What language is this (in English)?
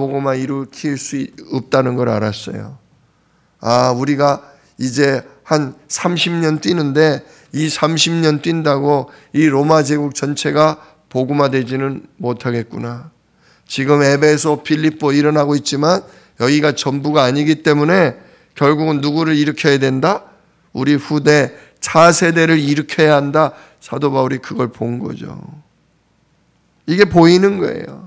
Korean